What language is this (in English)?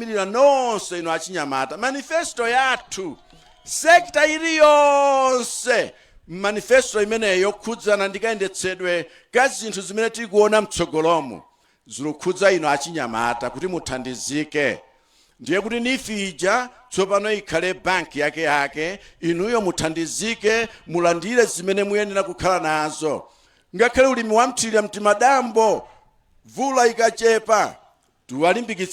Nyanja